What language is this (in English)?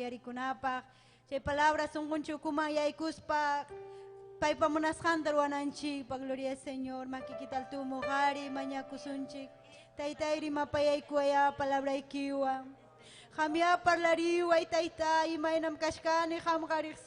Ayacucho Quechua